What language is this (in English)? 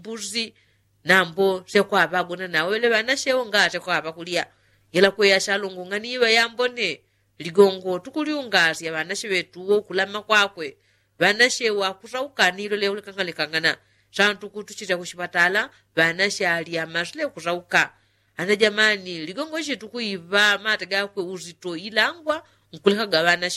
Yao